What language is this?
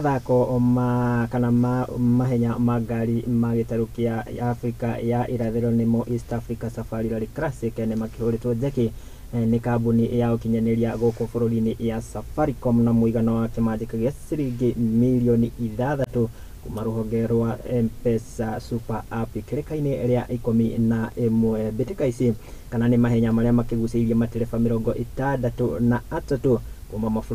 Kikuyu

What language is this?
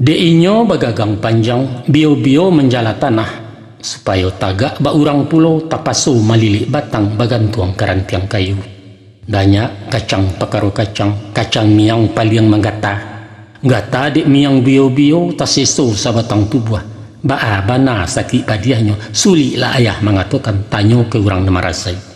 Minangkabau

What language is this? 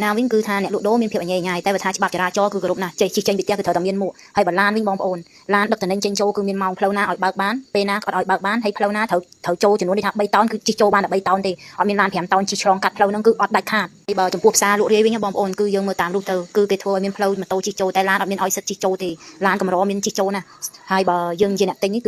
Khmer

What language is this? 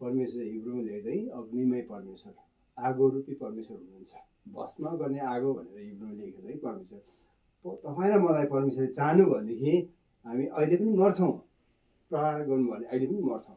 Nepali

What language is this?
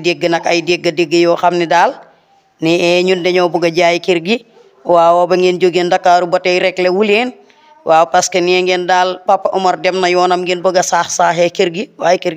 Wolof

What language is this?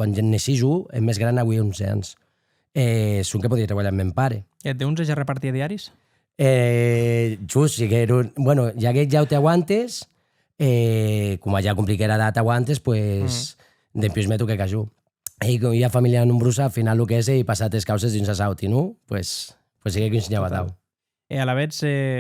Occitan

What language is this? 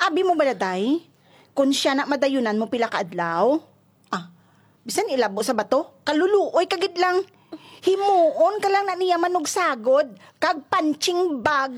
Hiligaynon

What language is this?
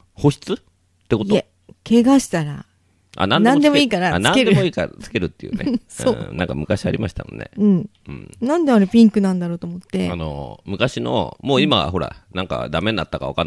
Japanese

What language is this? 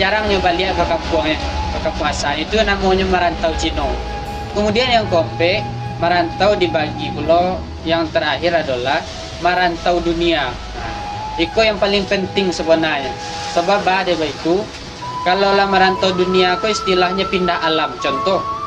Minangkabau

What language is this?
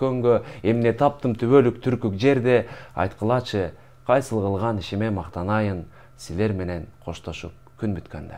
Kyrgyz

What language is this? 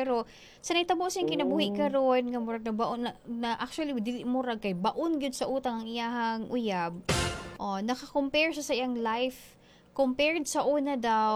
Cebuano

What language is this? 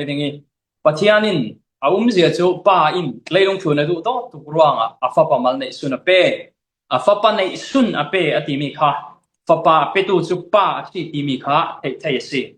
Falam Chin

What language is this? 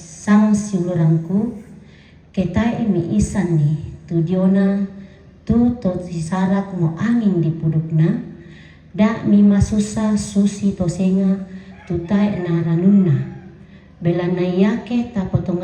Toraja-Sa'dan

